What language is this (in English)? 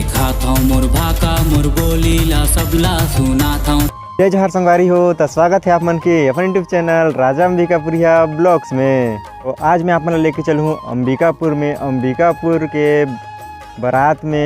Chhattisgarhi